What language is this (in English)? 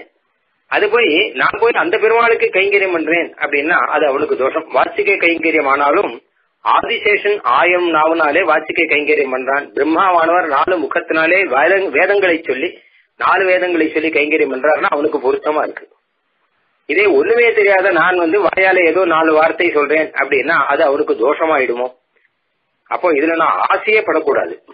Tamil